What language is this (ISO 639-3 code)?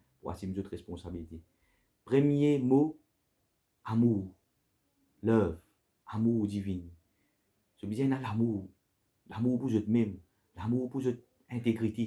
mfe